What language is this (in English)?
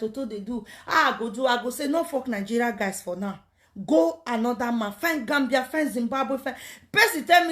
Nigerian Pidgin